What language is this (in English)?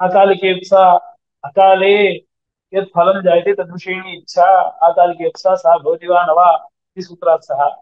Sanskrit